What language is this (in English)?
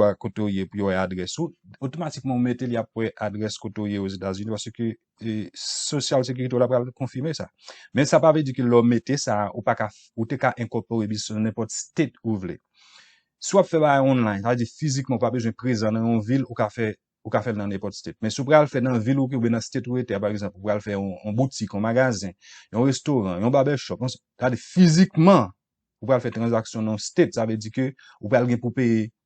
Haitian Creole